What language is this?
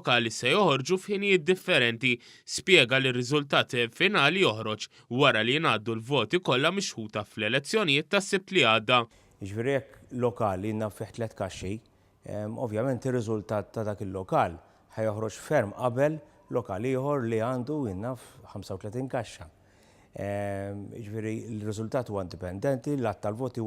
Maltese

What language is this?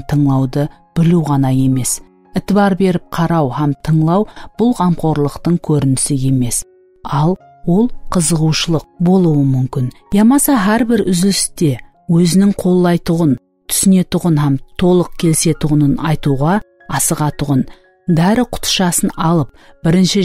Kara-Kalpak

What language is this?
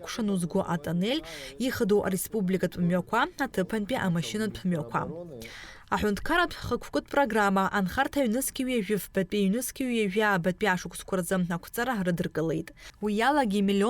Abkhazian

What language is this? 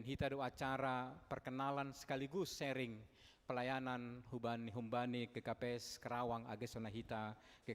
Batak Simalungun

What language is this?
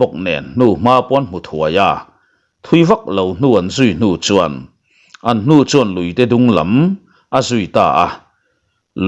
Mizo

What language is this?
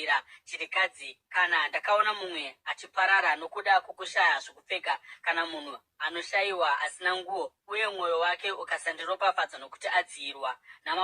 Shona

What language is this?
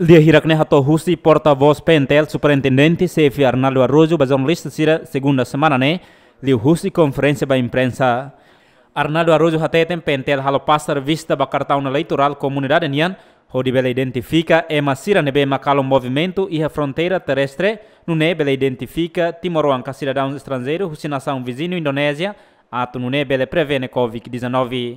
Tetum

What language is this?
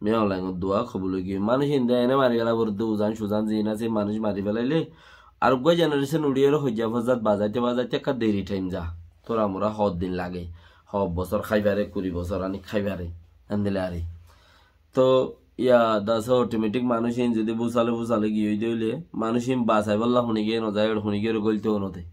Rohingya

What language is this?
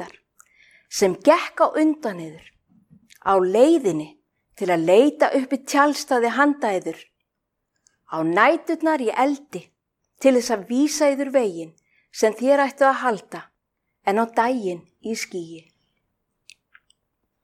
Icelandic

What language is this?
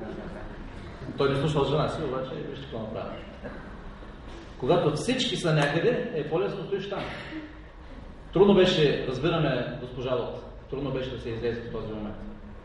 Bulgarian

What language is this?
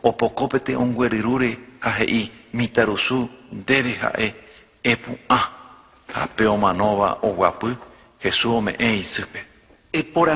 Guarani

